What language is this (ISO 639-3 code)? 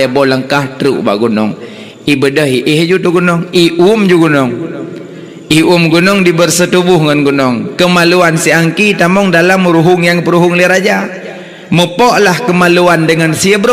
ace